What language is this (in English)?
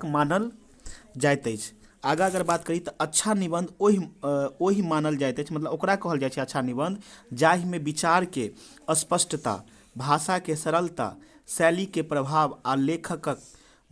Maithili